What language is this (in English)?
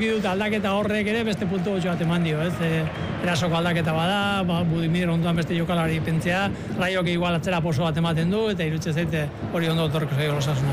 Basque